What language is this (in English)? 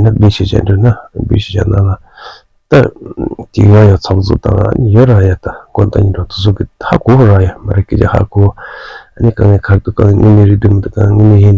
Tibetan